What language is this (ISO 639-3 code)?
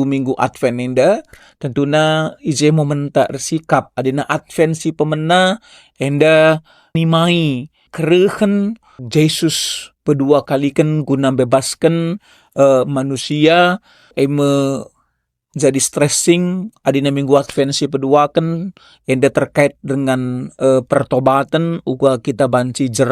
btx